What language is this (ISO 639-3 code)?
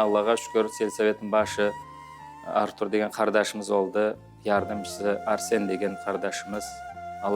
crh